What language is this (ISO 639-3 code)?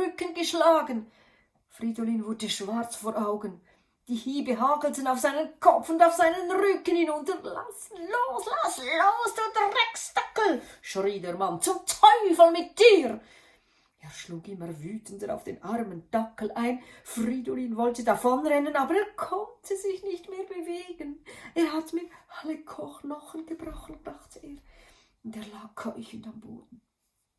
gsw